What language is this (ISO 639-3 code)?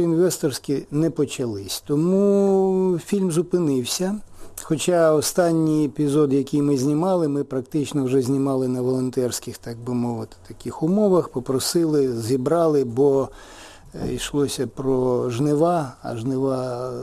ukr